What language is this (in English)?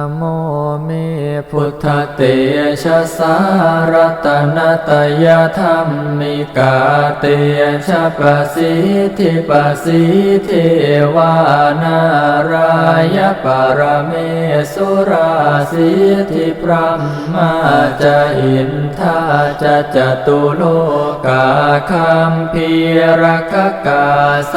Pali